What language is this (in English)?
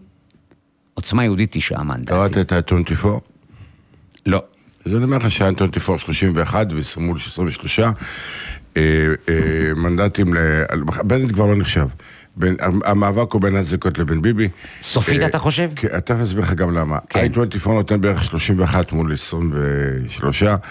Hebrew